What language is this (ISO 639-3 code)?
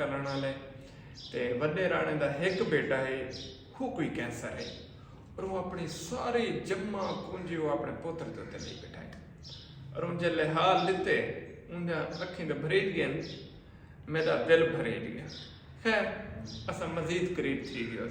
skr